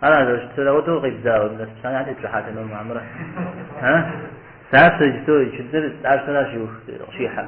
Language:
Kabardian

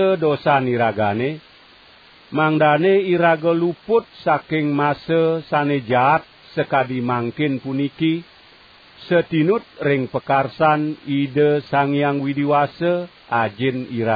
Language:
Balinese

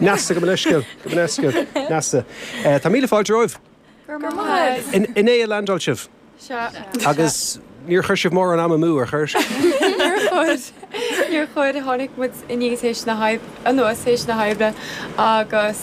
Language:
Irish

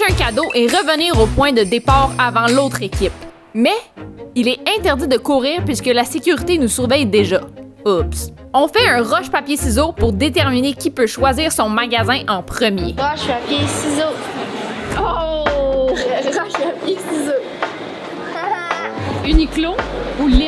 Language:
French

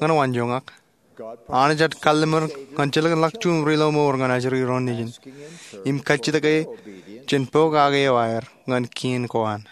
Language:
Marshallese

